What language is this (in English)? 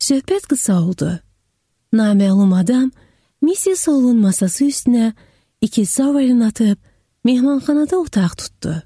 Azerbaijani